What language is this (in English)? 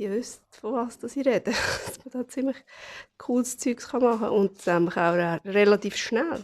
Swiss German